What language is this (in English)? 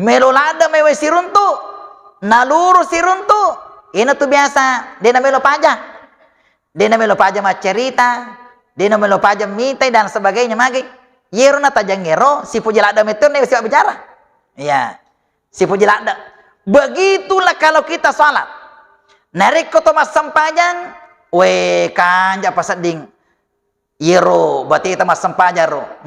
Buginese